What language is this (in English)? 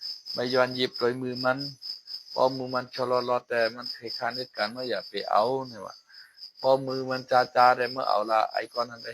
Shan